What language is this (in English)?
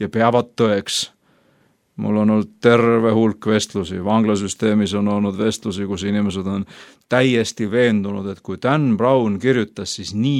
Estonian